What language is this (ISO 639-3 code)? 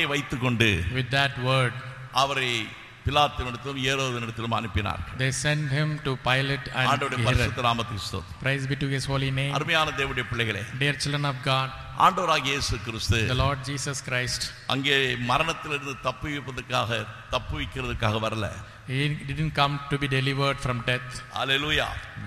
tam